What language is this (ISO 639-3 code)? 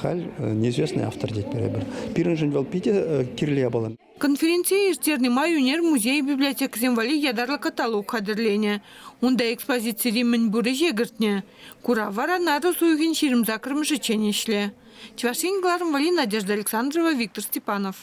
chv